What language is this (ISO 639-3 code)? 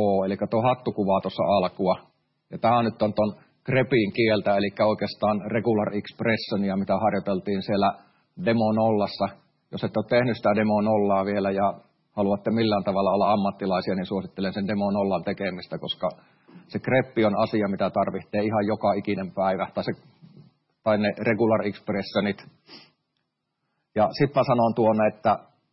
fin